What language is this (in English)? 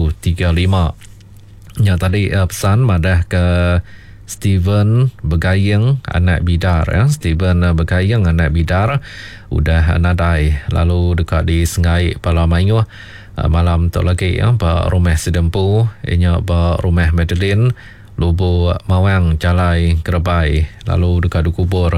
Iban